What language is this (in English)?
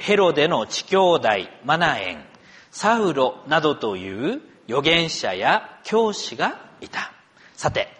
Japanese